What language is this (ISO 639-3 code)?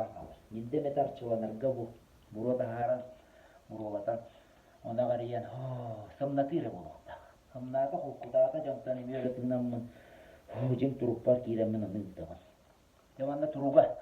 sah